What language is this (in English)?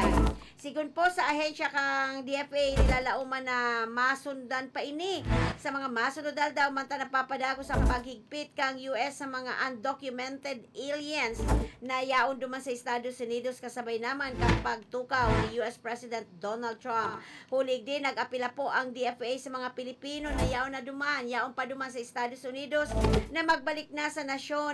Bikol